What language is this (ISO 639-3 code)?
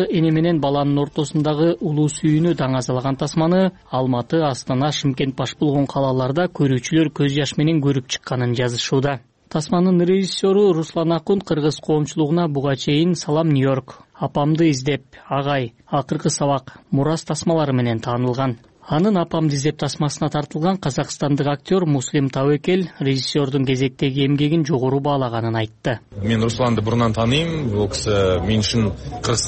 kir